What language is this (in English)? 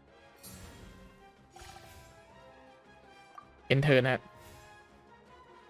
Thai